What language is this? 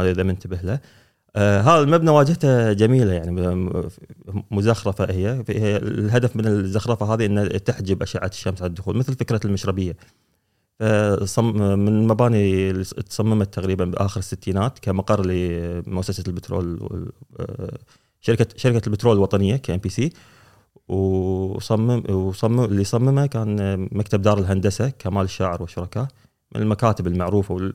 Gulf Arabic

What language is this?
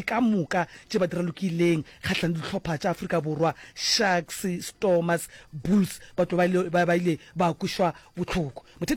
Northern Sotho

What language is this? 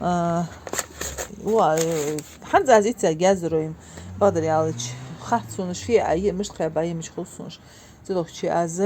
Ingush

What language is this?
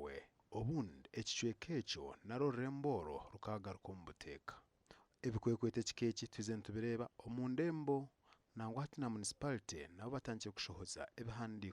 Nyankole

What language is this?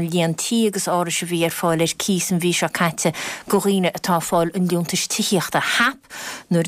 Irish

